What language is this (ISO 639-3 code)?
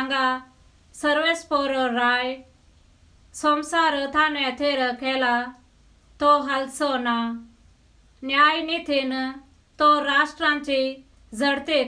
kok